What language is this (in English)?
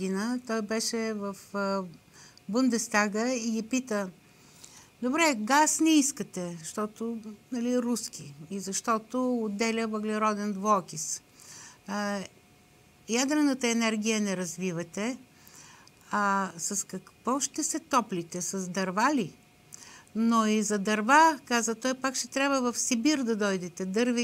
Bulgarian